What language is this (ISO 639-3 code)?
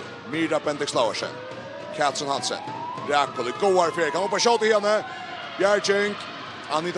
fao